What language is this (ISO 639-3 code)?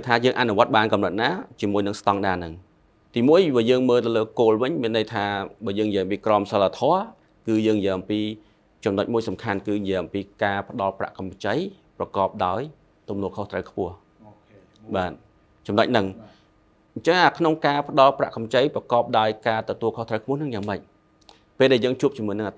khm